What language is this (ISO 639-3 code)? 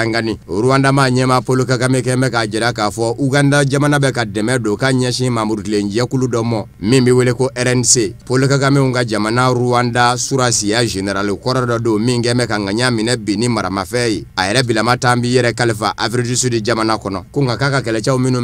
bam